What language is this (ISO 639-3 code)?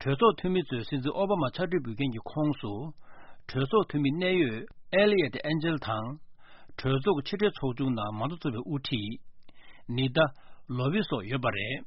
bod